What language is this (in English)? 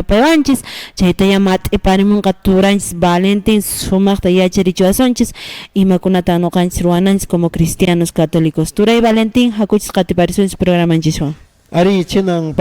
Quechua